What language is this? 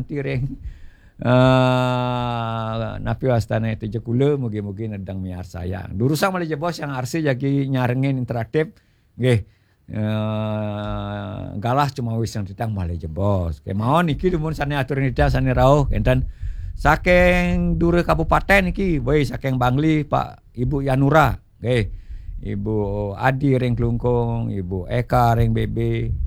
Balinese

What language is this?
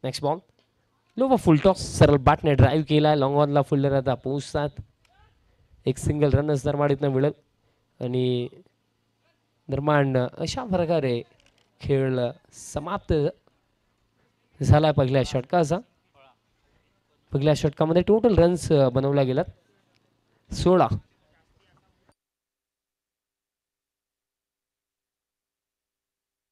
Marathi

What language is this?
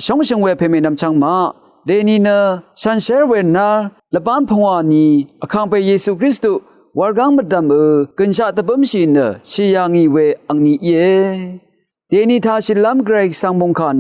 Rawang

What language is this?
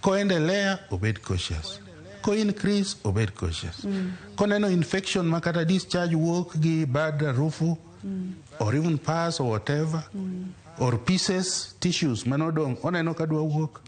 Luo (Kenya and Tanzania)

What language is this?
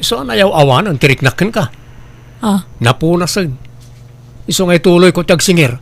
Iloko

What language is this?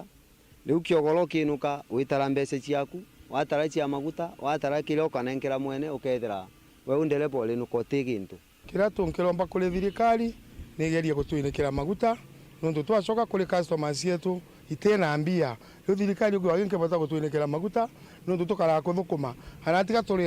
Meru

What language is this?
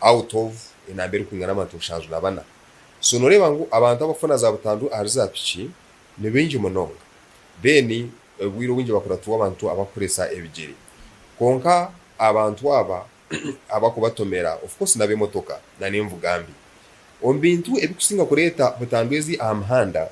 Nyankole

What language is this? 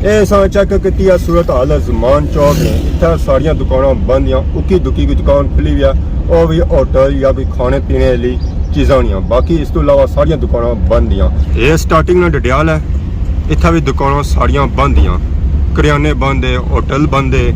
Pahari-Potwari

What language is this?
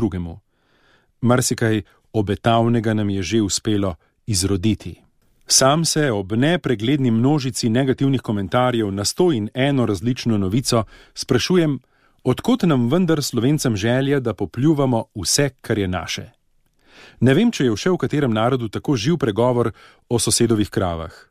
Slovenian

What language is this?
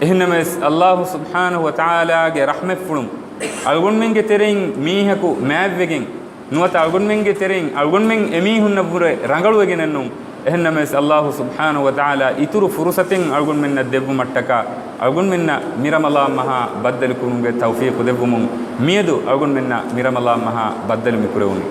Divehi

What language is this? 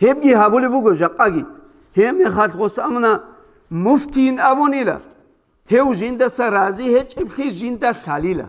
Avaric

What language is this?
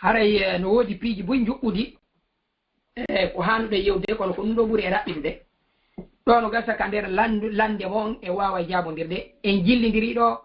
Fula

